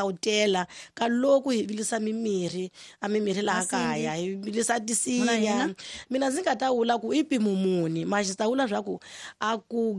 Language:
Tsonga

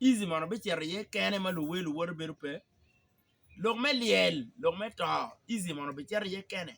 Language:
Acoli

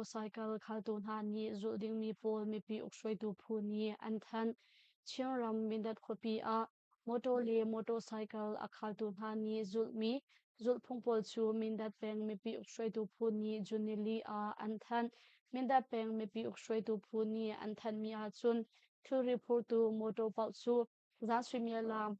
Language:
Hakha Chin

